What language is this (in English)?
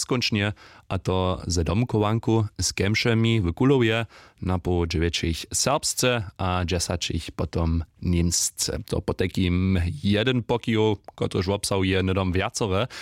Upper Sorbian